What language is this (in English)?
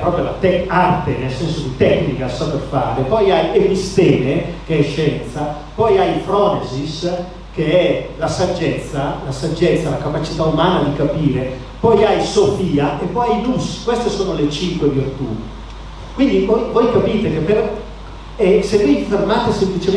Italian